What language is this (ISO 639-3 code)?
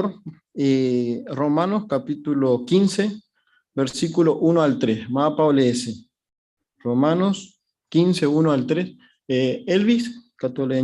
grn